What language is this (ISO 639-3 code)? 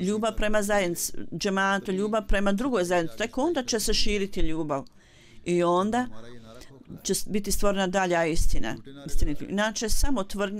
bos